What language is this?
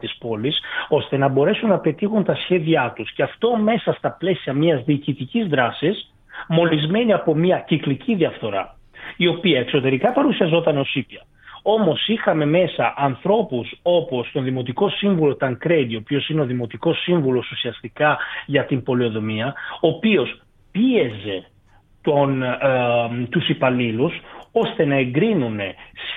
Greek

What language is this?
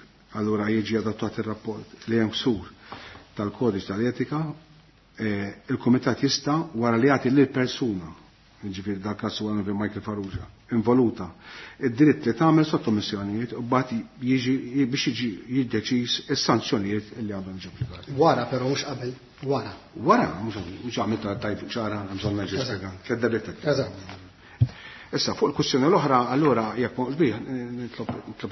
Maltese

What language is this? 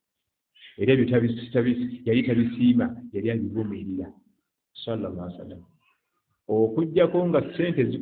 Ganda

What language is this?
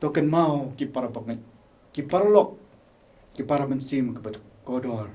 Khasi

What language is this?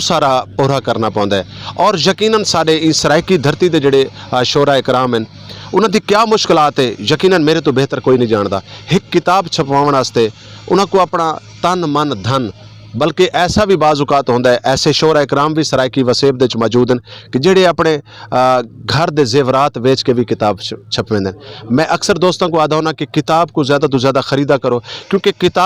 Saraiki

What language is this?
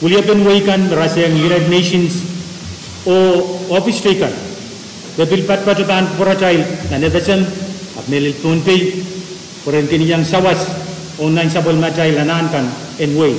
Pohnpeian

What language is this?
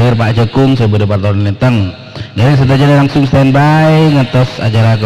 Madurese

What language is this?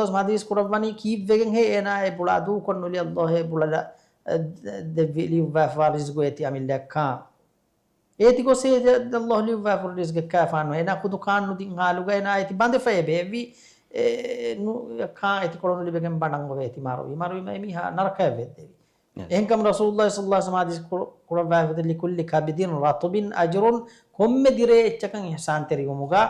Divehi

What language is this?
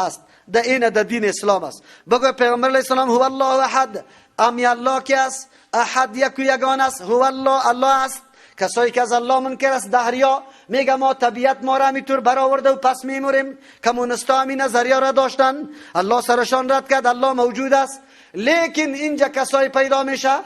Persian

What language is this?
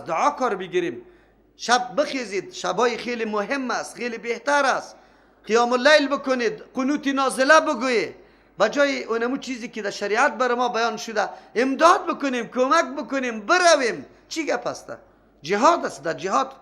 Persian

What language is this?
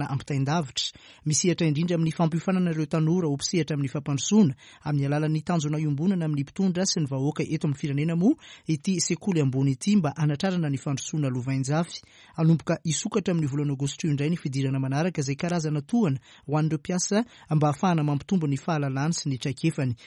Malagasy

